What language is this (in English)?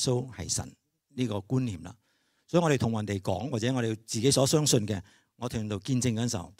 Cantonese